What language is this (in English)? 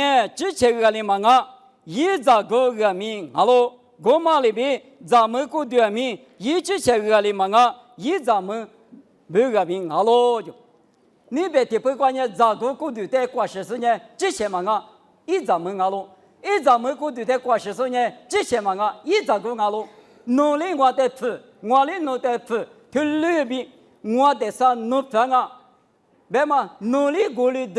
Lisu